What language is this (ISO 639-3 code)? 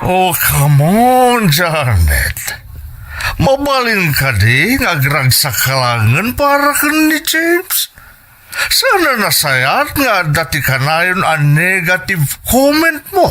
ilo